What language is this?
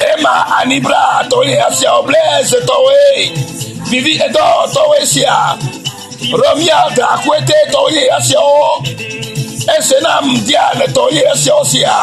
Ewe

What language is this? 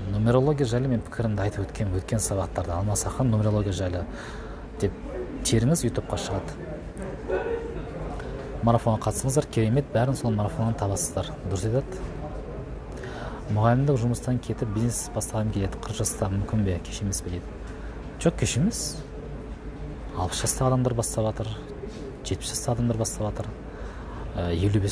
Kazakh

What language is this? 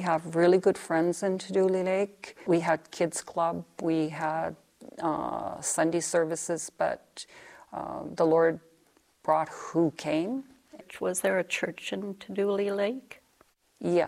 English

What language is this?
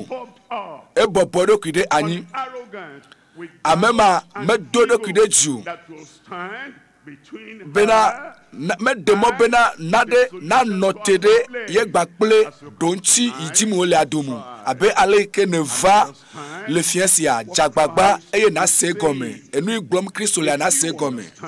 Ewe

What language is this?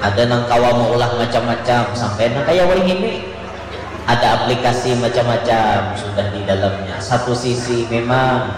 Banjar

